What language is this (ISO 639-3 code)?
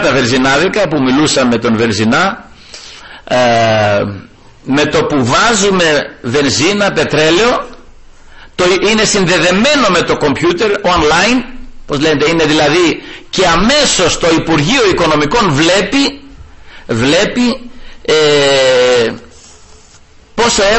ell